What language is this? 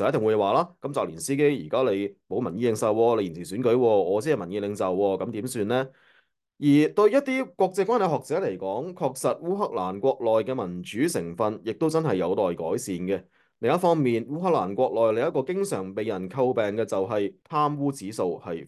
Cantonese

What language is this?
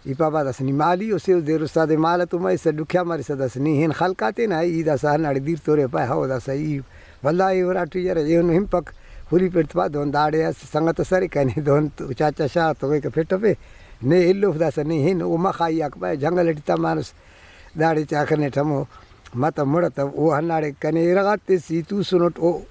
Brahui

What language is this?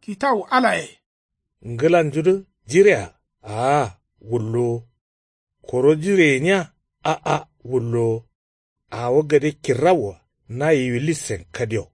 Kanuri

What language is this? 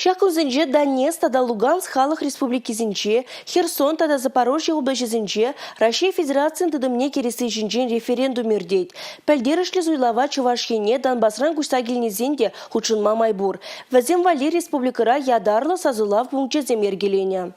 Chuvash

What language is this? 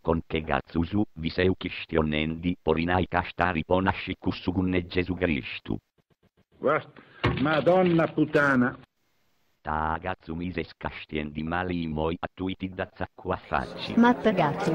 Sardinian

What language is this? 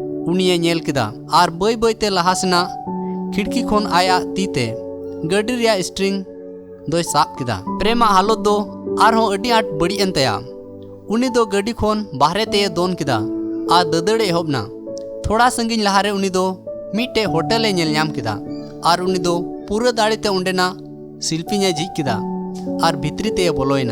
Santali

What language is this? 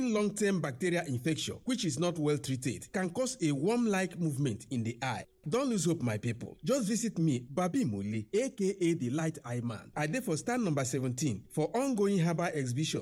Nigerian Pidgin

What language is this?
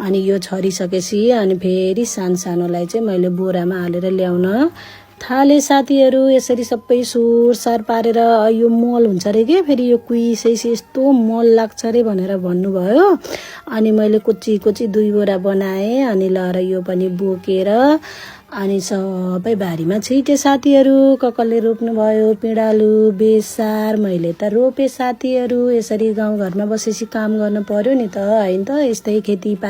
Nepali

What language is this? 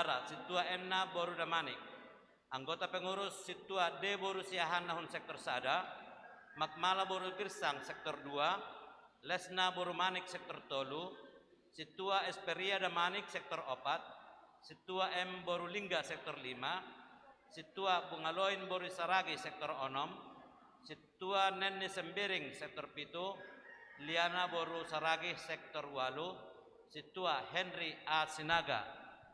Batak Simalungun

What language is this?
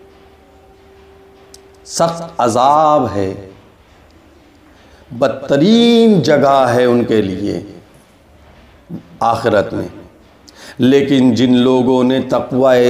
Urdu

